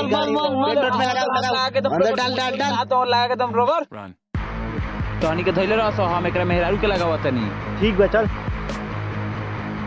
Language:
Bhojpuri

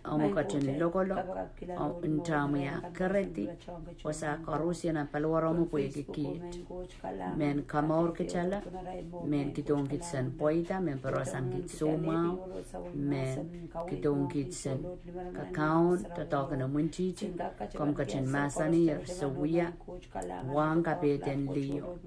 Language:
Pohnpeian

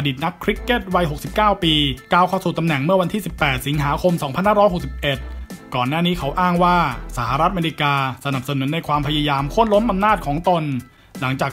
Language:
Thai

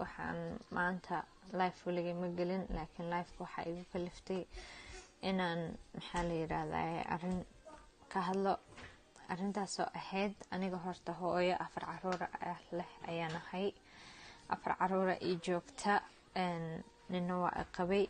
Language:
Somali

